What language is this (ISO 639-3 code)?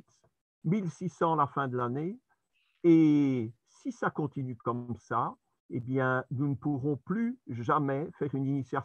fra